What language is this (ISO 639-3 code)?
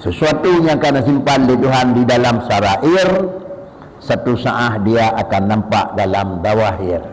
ace